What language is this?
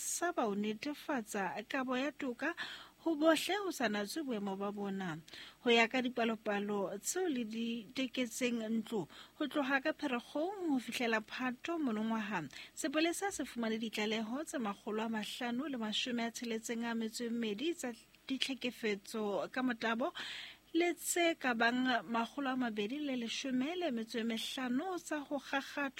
Southern Sotho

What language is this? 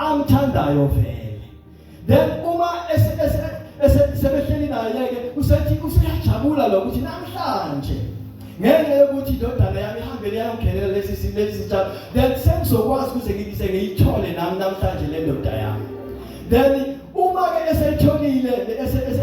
Zulu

